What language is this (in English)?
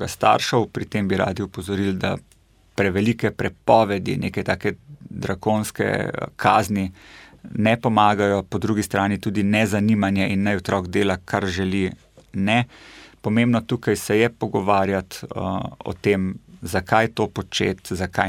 Slovenian